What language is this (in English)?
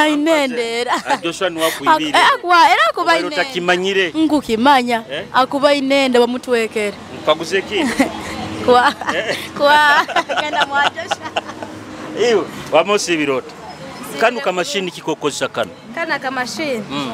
Nyoro